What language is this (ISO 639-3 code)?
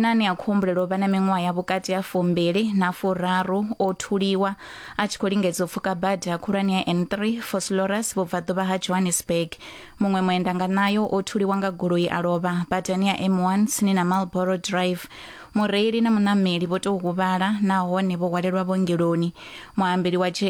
ven